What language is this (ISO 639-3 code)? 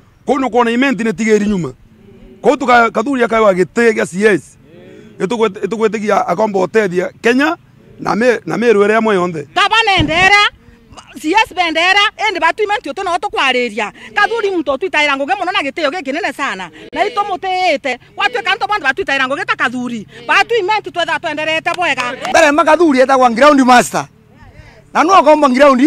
mer